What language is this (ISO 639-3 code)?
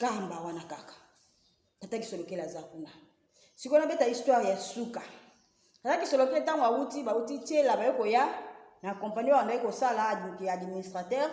lin